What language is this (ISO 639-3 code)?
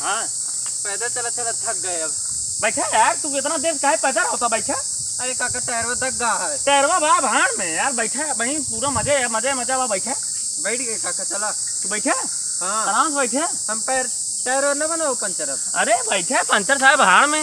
awa